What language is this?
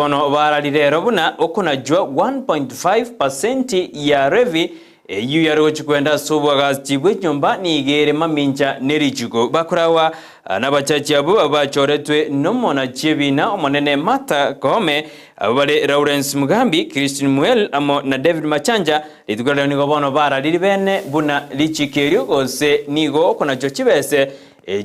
Gusii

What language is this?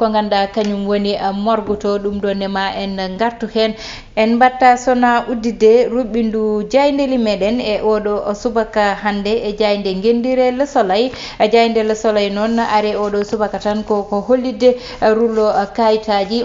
Fula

